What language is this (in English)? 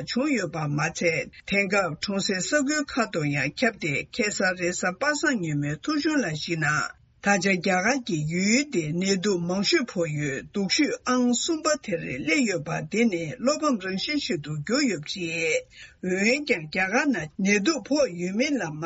Tibetan